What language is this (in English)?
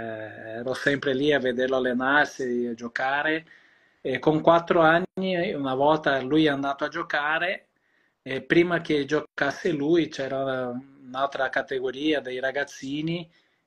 Italian